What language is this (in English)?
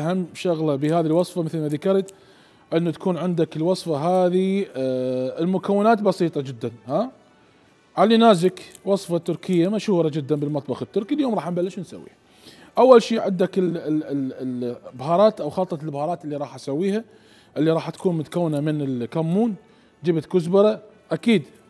Mesopotamian Arabic